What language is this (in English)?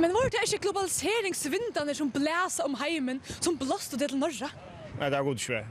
Faroese